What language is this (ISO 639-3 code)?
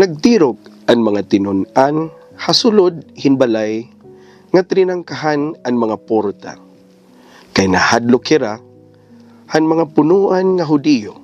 war